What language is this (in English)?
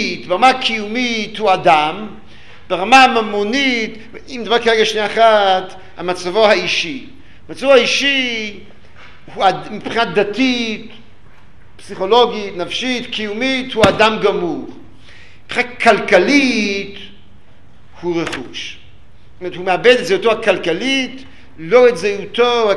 Hebrew